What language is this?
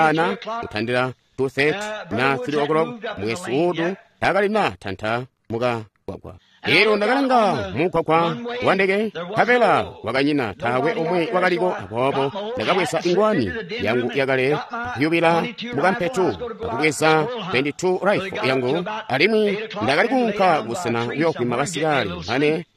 Tonga (Zambia)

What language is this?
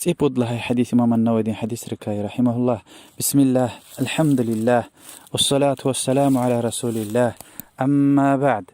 Lezghian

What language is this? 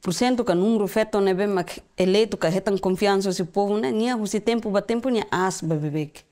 Tetum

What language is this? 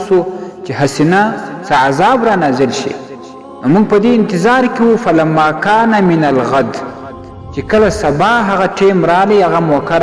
Pashto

